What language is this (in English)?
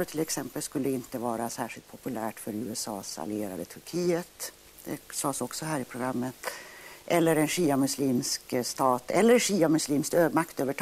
Swedish